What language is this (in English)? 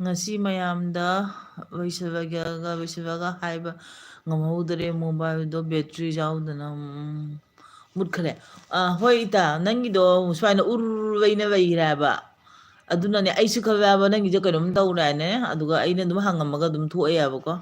Manipuri